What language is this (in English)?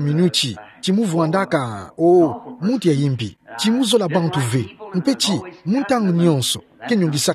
Kituba (Democratic Republic of Congo)